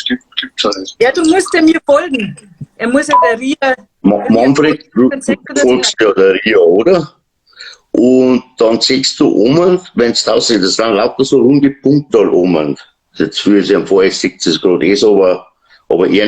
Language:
Bavarian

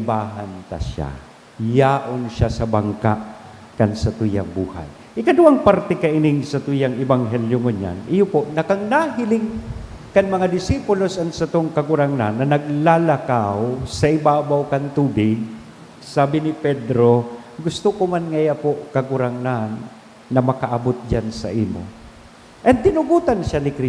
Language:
Bikol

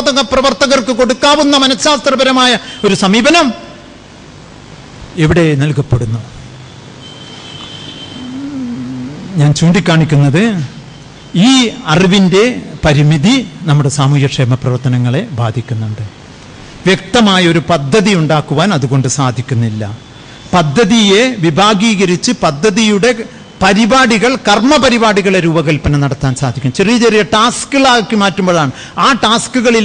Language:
Malayalam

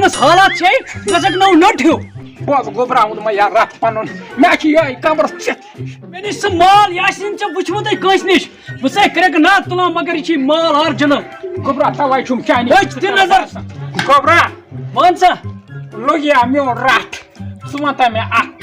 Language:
Kashmiri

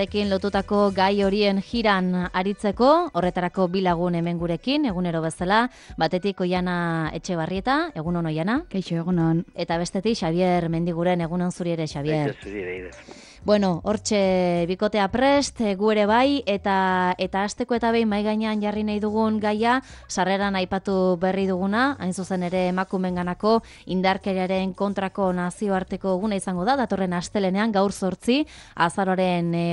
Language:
Basque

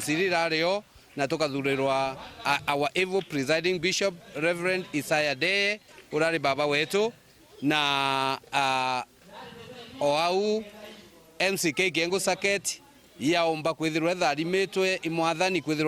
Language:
Meru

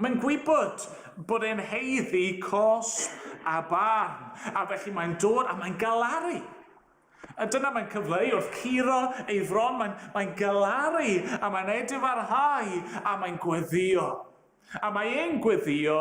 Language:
Welsh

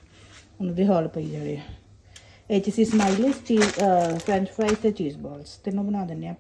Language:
Punjabi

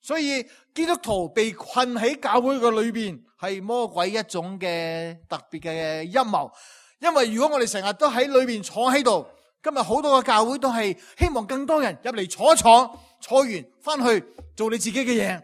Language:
Cantonese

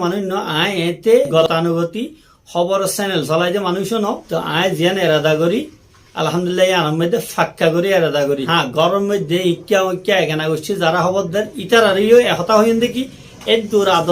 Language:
Rohingya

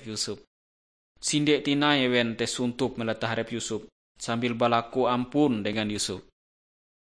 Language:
Ngaju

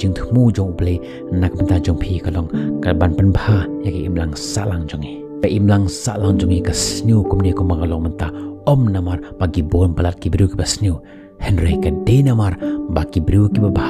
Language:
Khasi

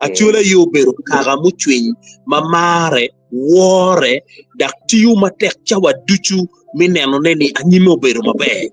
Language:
Acoli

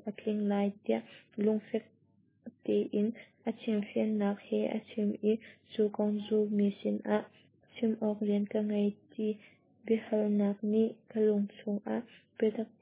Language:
Hakha Chin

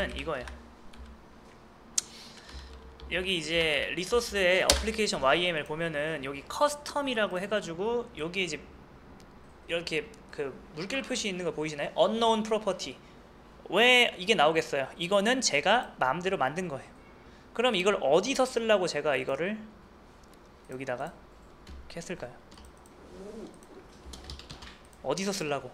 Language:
Korean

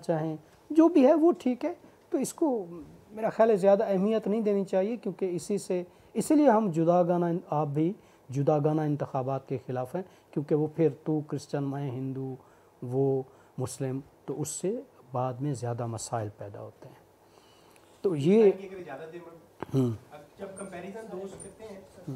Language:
Urdu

